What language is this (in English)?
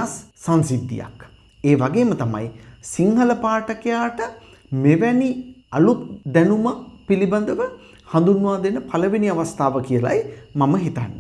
Sinhala